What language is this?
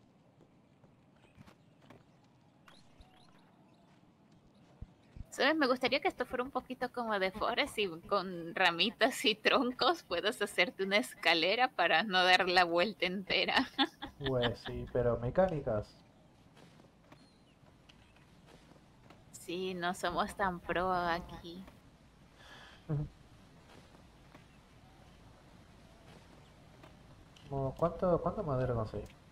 Spanish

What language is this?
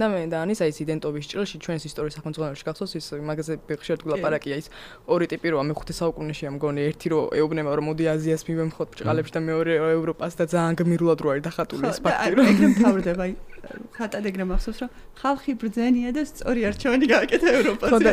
Georgian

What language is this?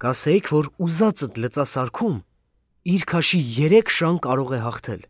Armenian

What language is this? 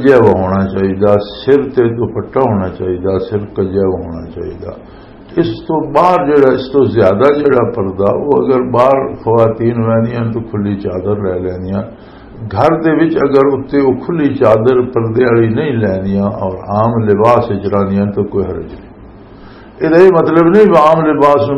Western Panjabi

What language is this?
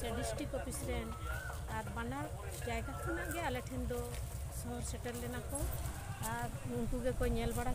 Santali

